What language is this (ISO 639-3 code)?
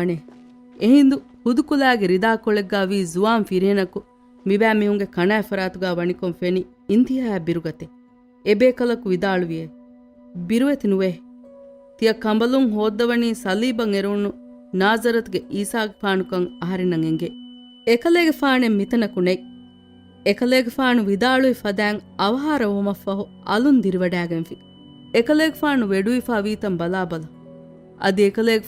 div